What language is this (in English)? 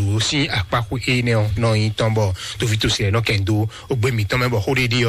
Fon